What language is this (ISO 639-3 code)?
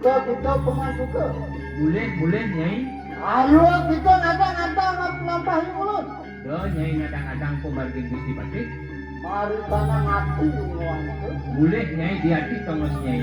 ban